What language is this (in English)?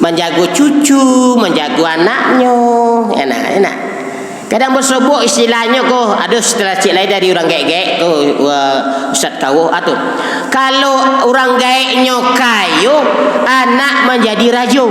Minangkabau